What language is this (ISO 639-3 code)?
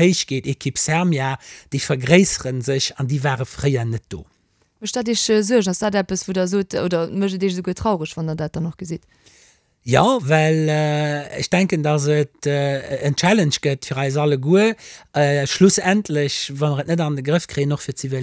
ltz